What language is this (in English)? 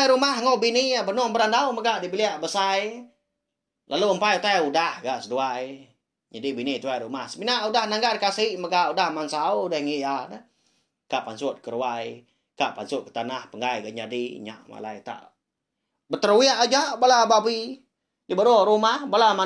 Iban